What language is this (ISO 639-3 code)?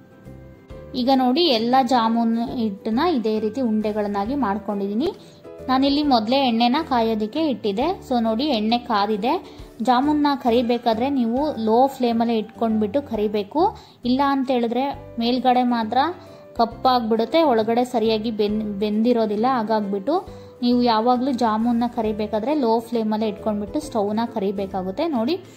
kan